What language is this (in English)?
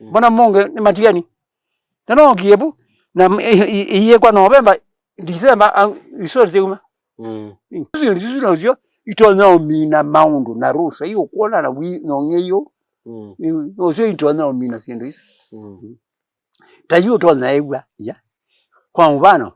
Kamba